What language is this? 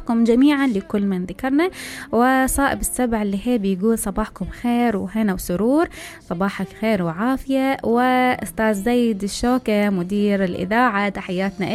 Mesopotamian Arabic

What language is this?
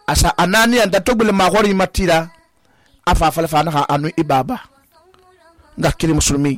Susu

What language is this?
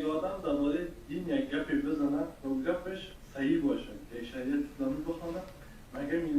Persian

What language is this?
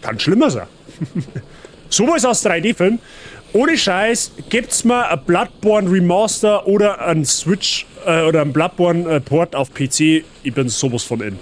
Bavarian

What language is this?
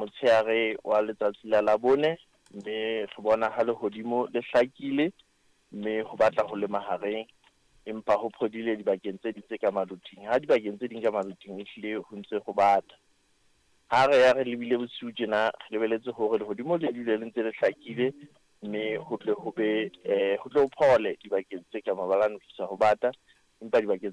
Southern Sotho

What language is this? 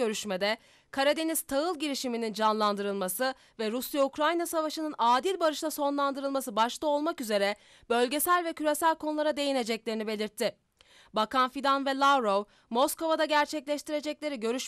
Turkish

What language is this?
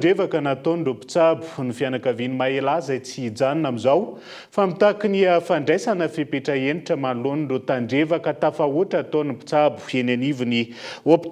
Malagasy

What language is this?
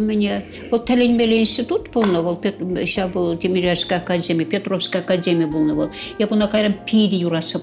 Chuvash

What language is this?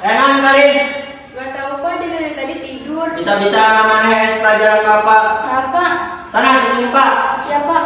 Sundanese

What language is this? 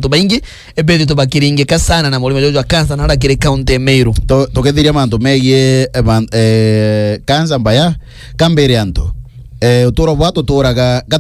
Meru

